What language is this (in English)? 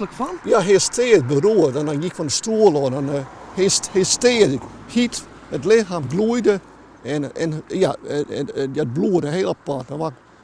Western Frisian